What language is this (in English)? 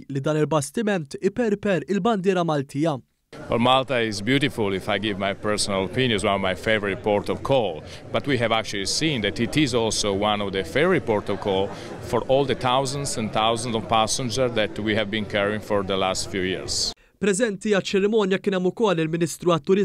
Maltese